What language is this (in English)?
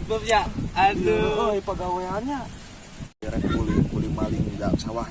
Sundanese